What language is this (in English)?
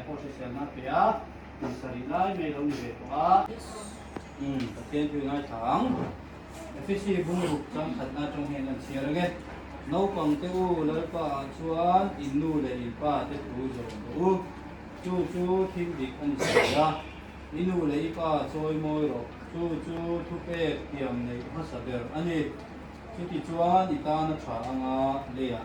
Hmar